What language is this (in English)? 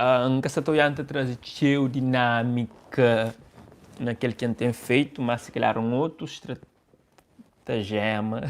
Kabuverdianu